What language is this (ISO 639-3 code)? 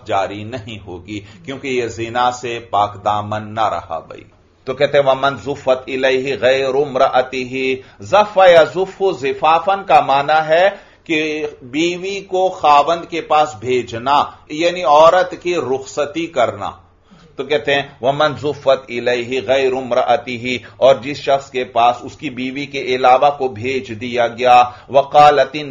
urd